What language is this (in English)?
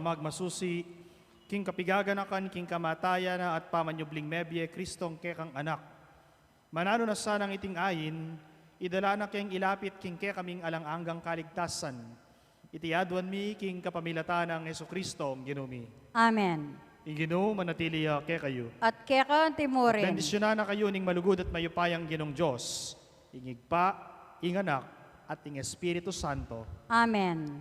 Pampanga